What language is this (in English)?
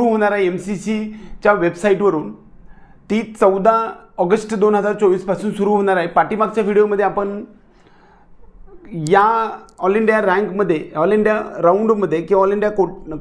Marathi